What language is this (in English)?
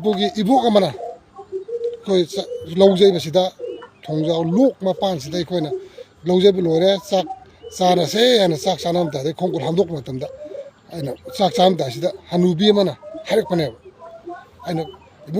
Manipuri